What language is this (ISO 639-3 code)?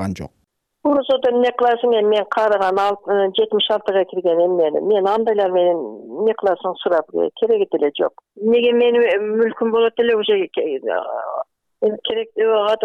kir